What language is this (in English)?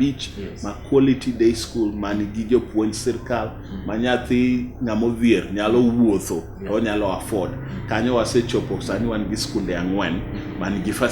Luo (Kenya and Tanzania)